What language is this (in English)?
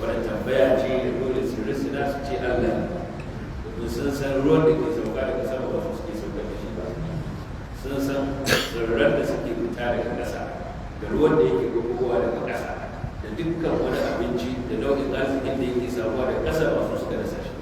Hausa